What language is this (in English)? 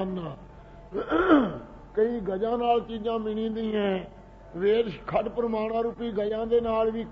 Punjabi